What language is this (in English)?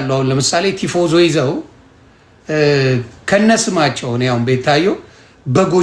Amharic